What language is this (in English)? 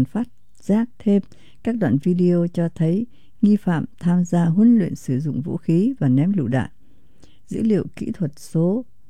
Vietnamese